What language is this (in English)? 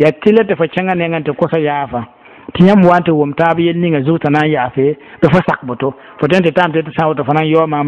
Mossi